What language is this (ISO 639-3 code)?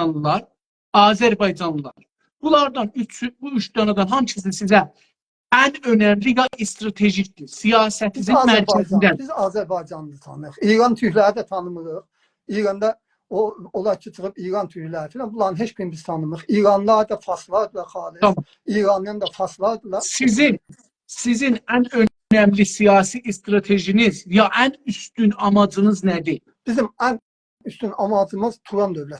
azb